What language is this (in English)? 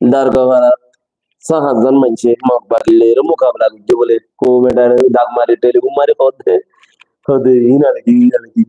Rohingya